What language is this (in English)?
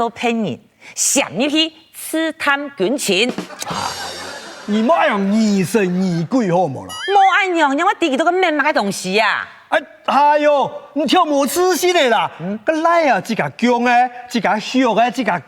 Hakka Chinese